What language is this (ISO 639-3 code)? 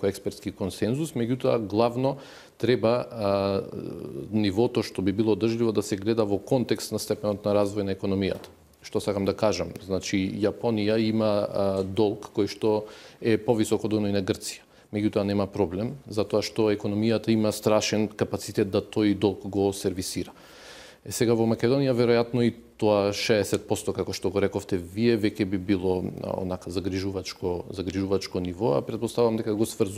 mkd